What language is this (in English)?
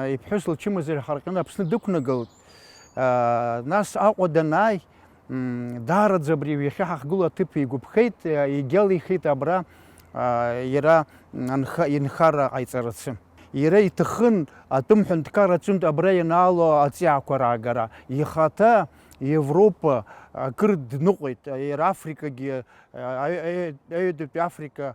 Abkhazian